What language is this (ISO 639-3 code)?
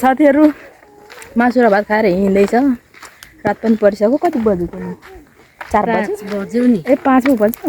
nep